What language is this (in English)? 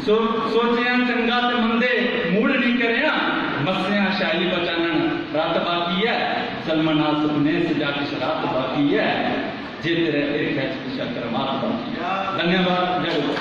Dogri